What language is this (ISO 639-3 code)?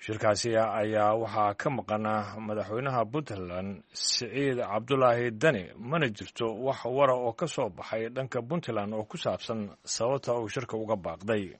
som